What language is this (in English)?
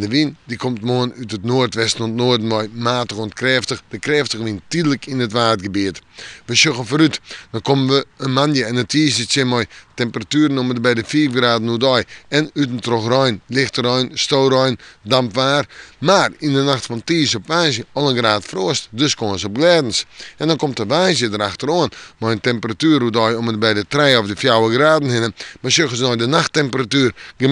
Western Frisian